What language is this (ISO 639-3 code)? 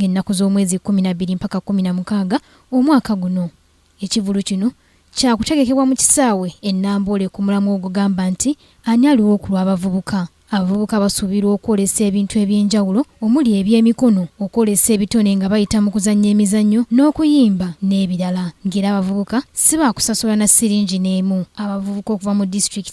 lug